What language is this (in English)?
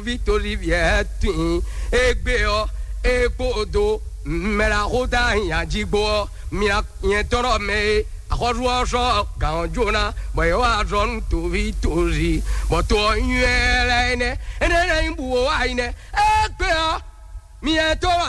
Fon